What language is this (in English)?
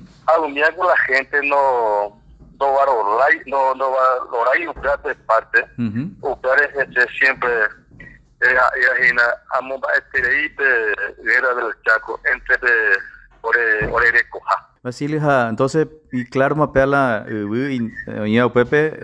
Guarani